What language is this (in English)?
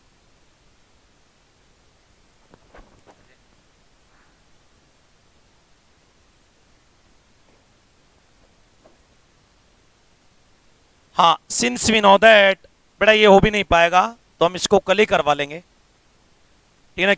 Hindi